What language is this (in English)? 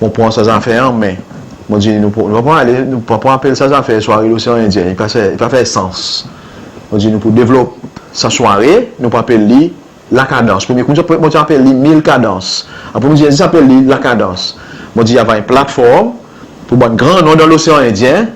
Seselwa Creole French